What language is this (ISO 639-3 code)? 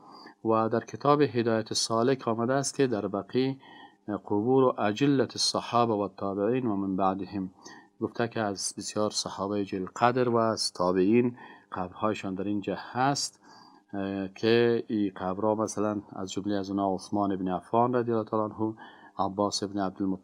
fas